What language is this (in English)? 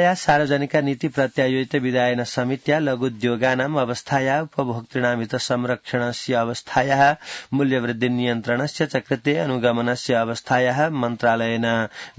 Sanskrit